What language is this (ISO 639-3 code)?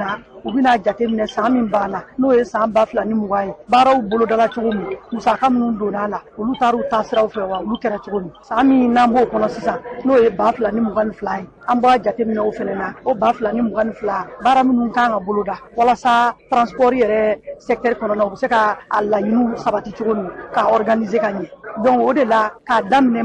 bam